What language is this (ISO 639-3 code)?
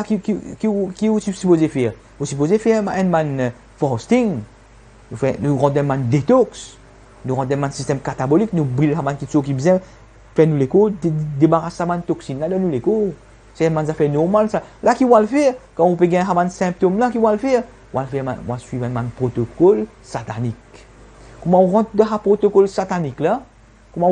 mfe